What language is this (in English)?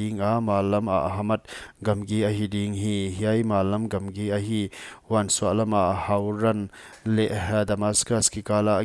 Paite Chin